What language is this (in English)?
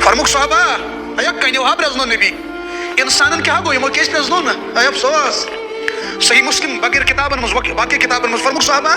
Kashmiri